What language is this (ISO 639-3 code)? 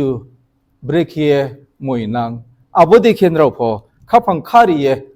ria